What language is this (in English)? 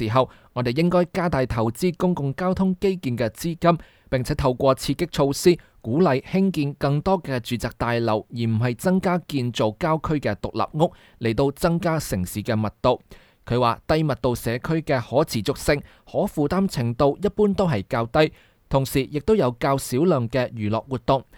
Cantonese